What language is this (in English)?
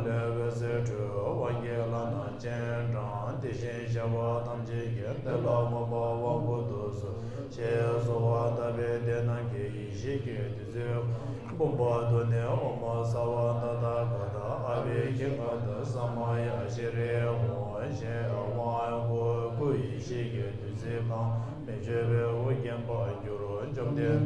Tibetan